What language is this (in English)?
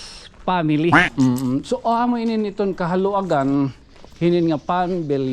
Waray